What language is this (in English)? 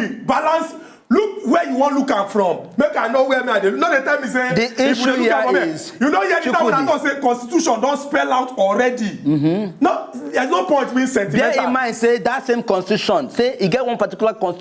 Nigerian Pidgin